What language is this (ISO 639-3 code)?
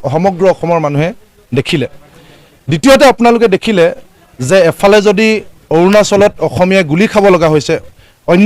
asm